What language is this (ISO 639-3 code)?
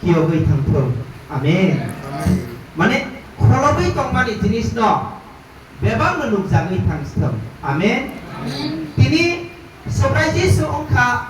trp